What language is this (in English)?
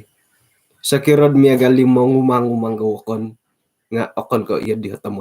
Central Dusun